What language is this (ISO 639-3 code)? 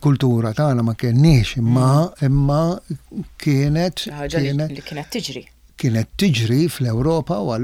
mlt